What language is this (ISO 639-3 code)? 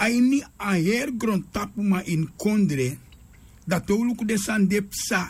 srn